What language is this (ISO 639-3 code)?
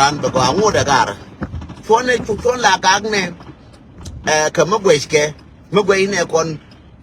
nus